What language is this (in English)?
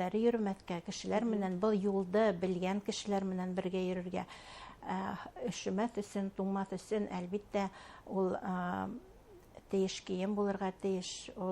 Bashkir